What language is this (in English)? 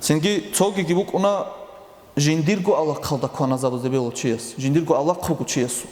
Avaric